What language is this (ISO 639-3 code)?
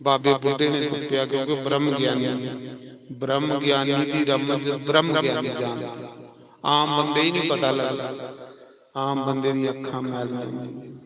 doi